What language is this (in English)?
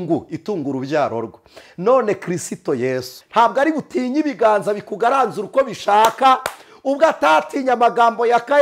Kinyarwanda